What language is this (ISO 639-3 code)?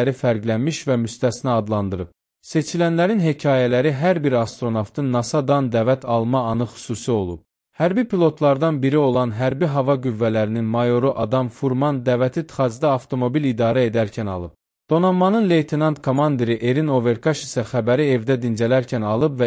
aze